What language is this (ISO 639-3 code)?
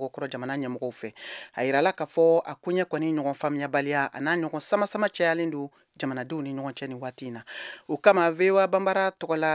bam